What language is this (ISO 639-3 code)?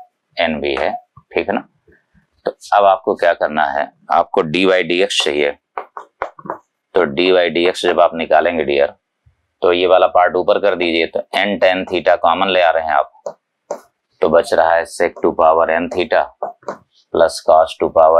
hin